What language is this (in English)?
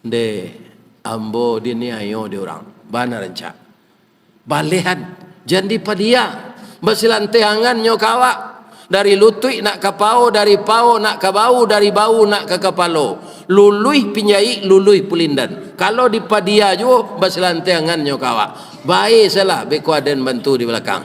Minangkabau